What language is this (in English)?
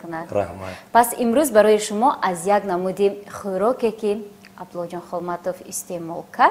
Tajik